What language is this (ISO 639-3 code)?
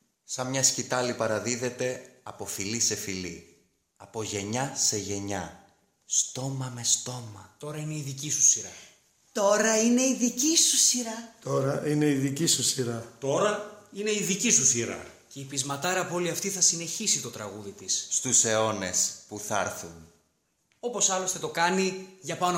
ell